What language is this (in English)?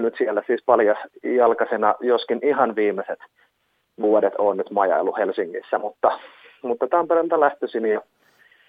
Finnish